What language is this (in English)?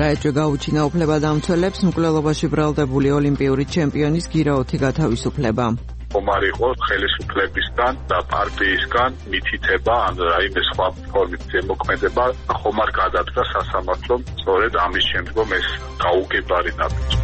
Georgian